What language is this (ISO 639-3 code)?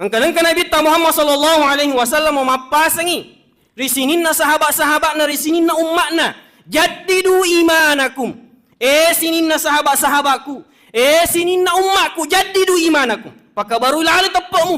bug